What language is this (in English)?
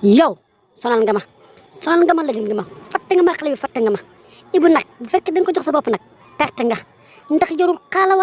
Wolof